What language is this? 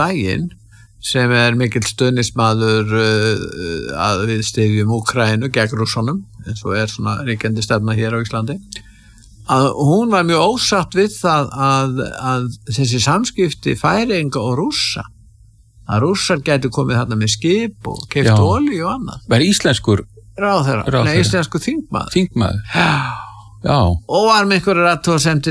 Icelandic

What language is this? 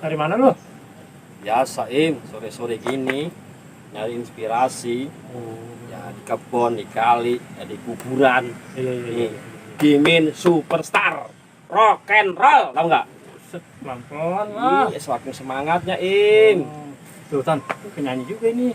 Betawi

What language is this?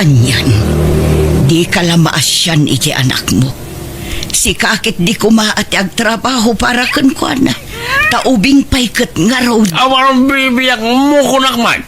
Iloko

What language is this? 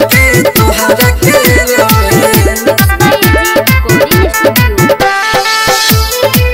Bhojpuri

